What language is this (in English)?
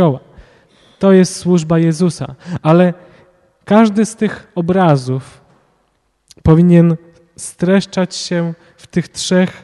Polish